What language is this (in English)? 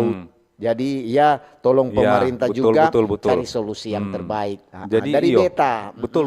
Manado Malay